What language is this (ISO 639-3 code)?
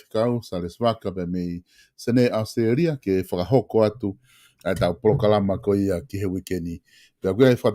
ton